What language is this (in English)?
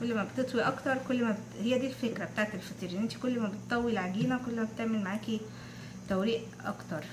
Egyptian Arabic